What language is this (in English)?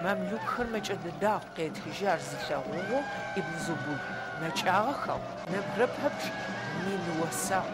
Adyghe